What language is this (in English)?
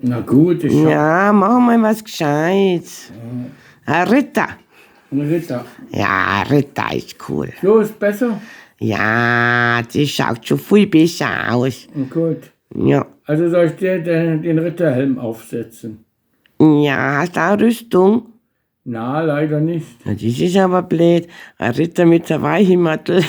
Bavarian